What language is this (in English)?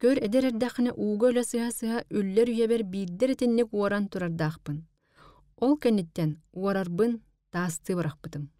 Yakut